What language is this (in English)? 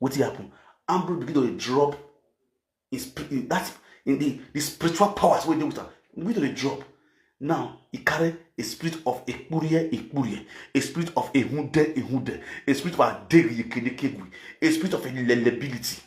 Nigerian Pidgin